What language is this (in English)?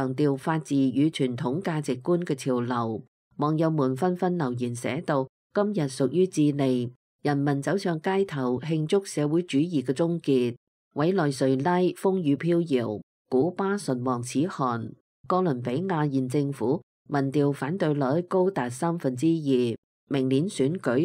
Cantonese